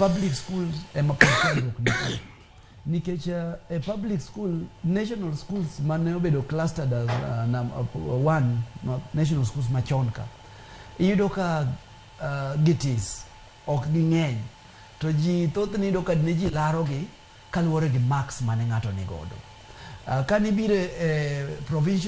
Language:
Luo (Kenya and Tanzania)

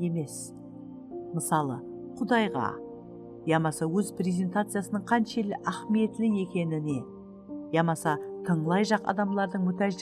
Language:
Kara-Kalpak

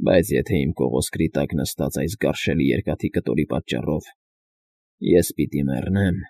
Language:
Armenian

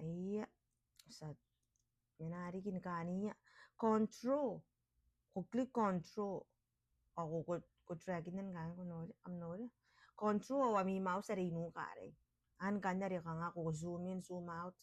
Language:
Gilbertese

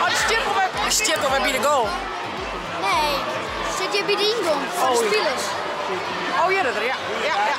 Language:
Western Frisian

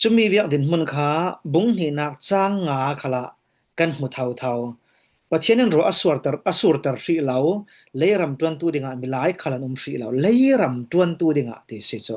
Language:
Falam Chin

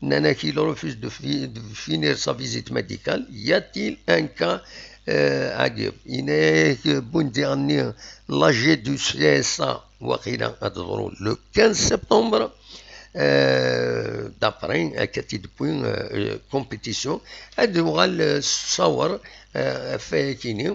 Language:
Kabyle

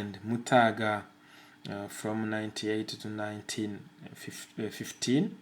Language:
Kinyarwanda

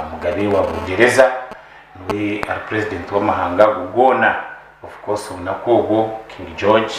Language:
Nyankole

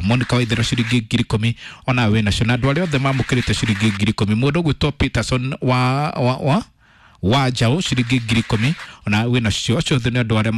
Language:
Kikuyu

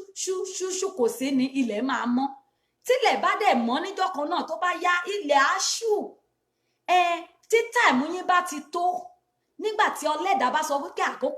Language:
Yoruba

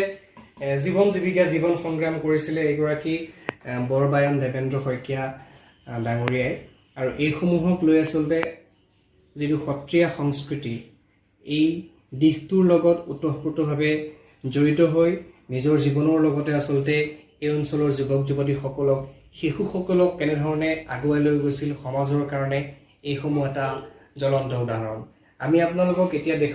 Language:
Assamese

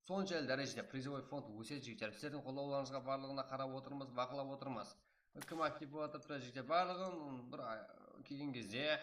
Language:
Kara-Kalpak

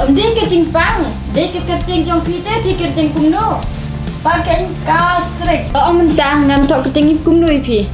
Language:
Khasi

